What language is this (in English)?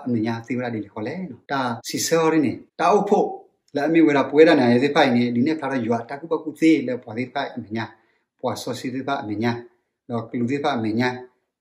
S'gaw Karen